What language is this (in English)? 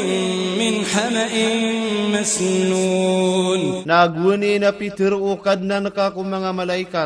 Maranao